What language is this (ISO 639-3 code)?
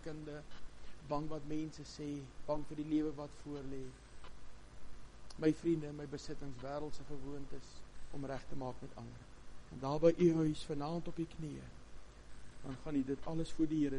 afr